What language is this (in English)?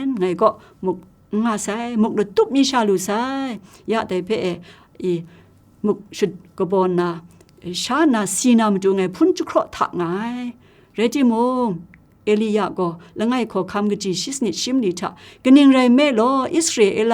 Kachin